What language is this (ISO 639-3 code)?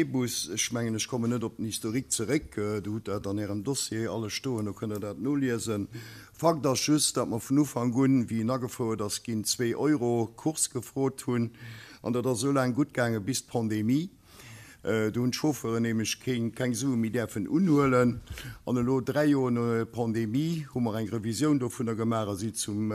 ltz